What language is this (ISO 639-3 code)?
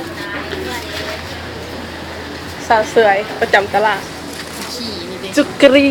lao